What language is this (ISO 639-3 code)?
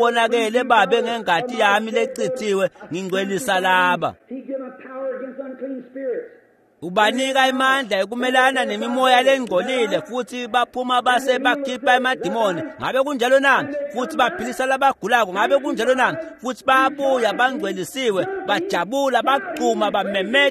ssw